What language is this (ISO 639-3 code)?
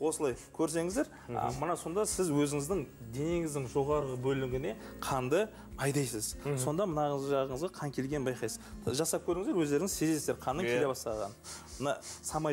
kaz